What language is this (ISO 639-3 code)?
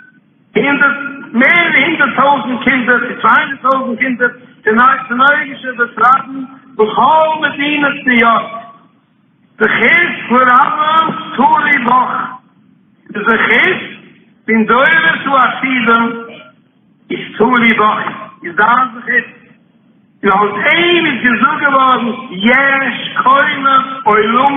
yid